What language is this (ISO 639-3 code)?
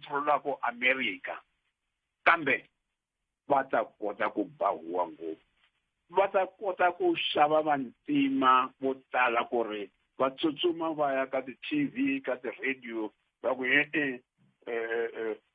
tso